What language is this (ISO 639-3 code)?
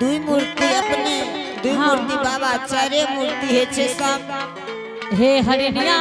anp